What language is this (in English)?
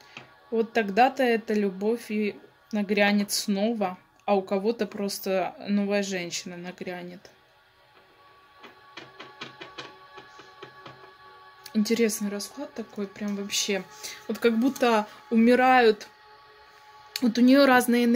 Russian